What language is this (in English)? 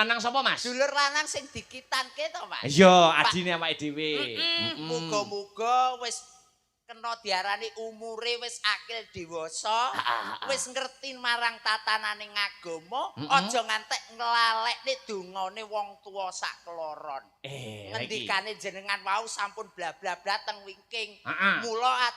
Javanese